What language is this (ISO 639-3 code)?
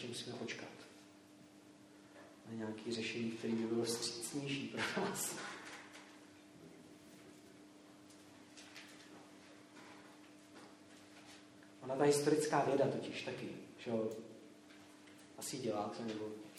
ces